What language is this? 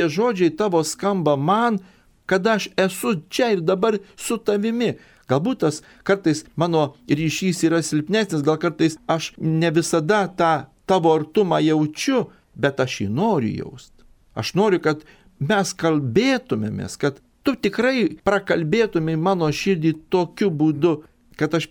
Lithuanian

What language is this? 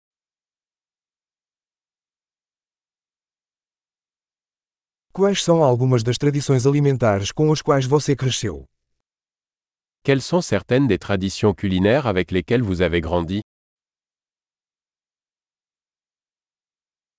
Portuguese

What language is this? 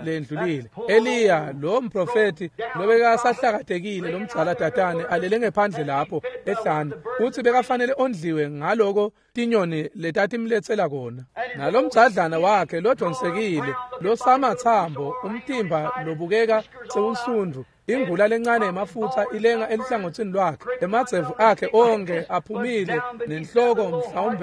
Swati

